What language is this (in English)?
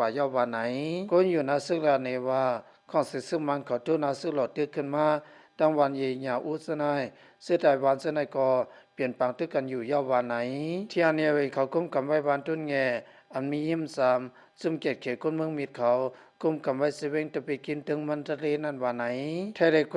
Lao